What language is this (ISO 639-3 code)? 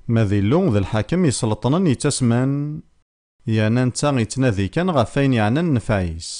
kab